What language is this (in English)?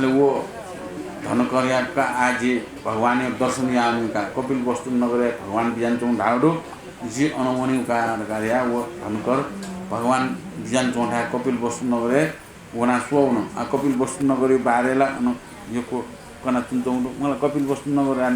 Newari